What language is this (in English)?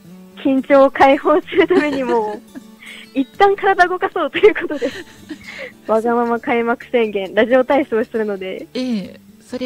Japanese